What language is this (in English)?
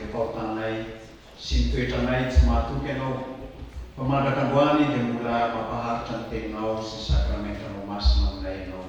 Malagasy